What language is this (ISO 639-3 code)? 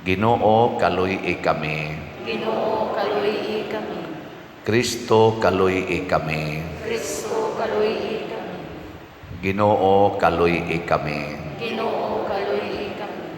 ceb